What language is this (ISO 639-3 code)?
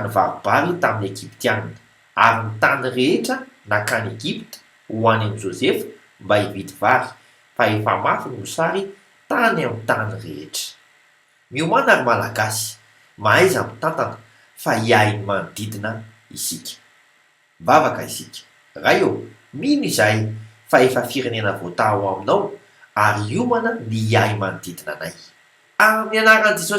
mlg